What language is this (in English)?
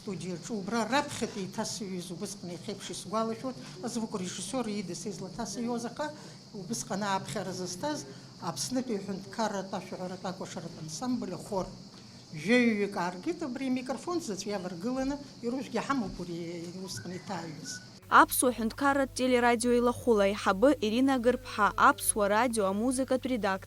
Abkhazian